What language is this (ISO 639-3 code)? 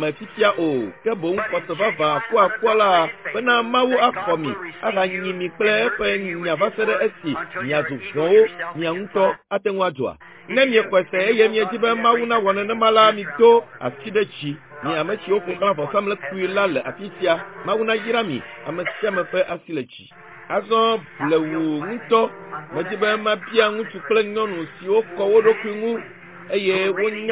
ewe